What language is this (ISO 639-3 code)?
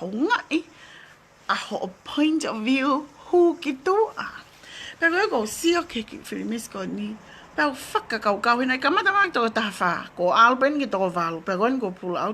ton